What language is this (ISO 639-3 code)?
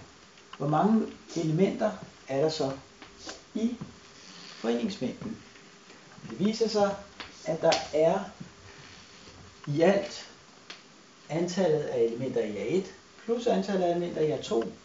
dan